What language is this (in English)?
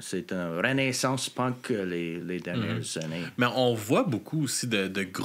French